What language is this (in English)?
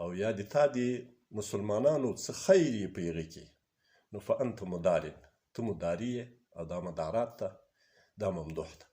Pashto